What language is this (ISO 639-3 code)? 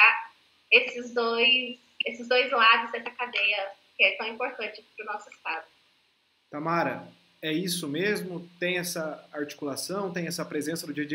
por